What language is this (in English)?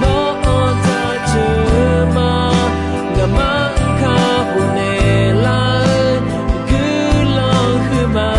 Akha